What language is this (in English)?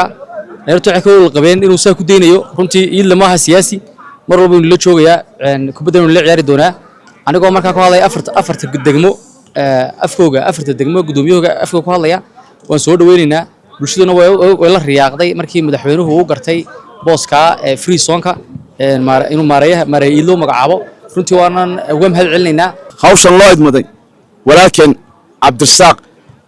Somali